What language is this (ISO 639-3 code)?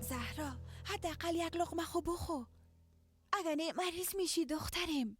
fas